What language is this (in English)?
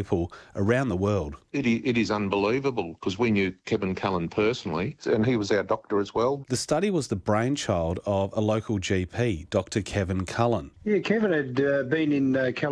English